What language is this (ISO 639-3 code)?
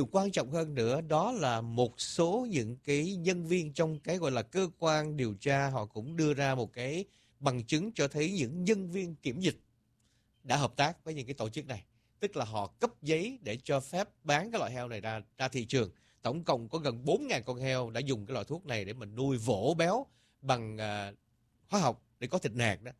vie